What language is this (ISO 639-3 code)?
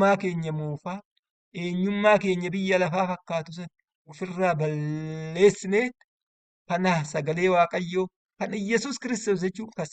orm